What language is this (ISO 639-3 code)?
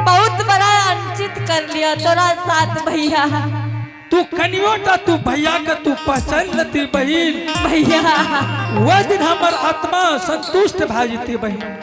anp